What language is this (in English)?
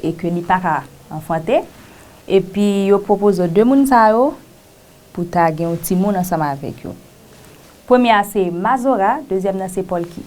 Haitian Creole